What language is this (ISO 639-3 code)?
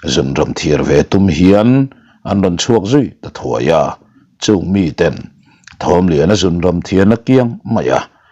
lus